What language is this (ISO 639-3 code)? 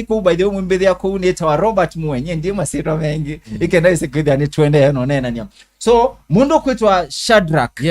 kam